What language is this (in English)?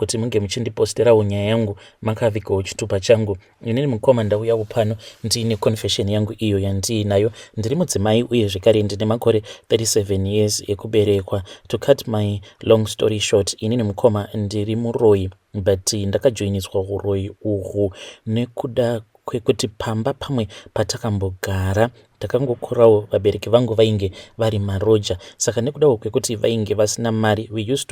Shona